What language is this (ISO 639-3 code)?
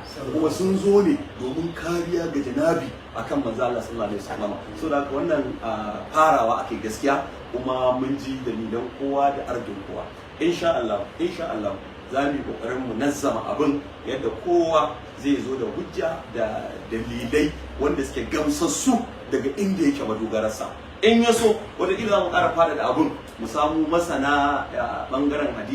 hau